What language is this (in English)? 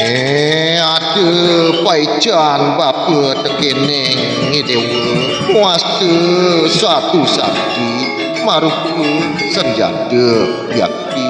Balinese